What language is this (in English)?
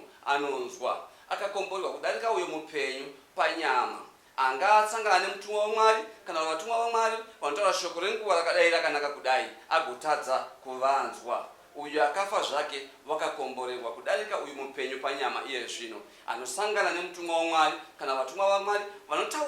Shona